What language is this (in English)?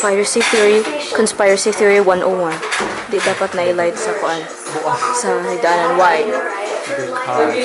Cebuano